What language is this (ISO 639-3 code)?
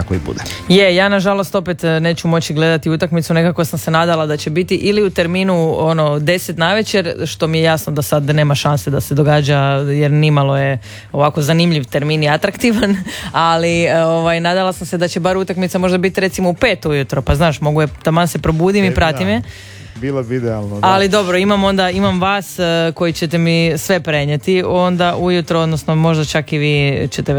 hrv